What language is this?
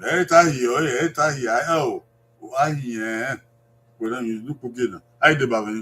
Bini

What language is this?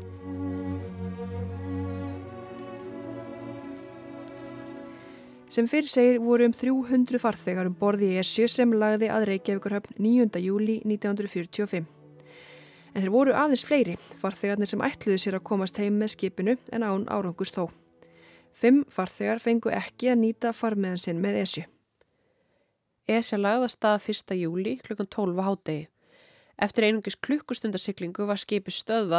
Icelandic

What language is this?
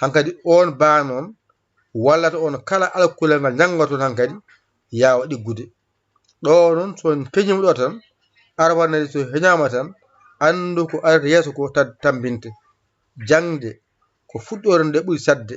Fula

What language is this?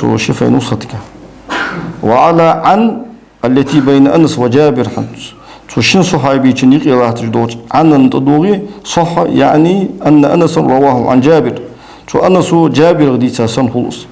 Ingush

